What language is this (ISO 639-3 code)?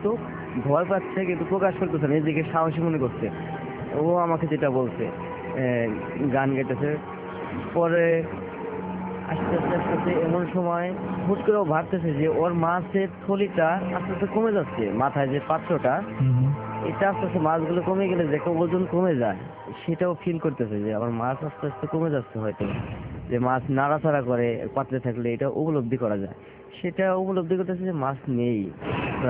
ben